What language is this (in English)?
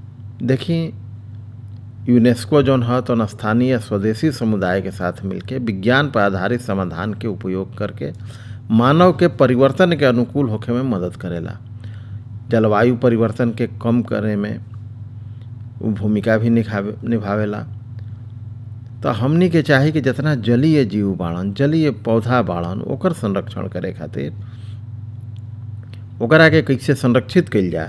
Bhojpuri